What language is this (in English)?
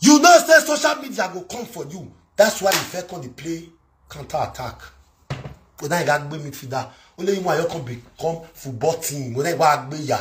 Nigerian Pidgin